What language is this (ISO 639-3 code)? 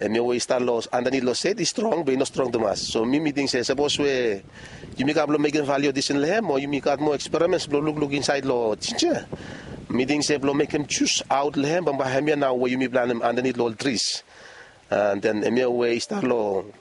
bis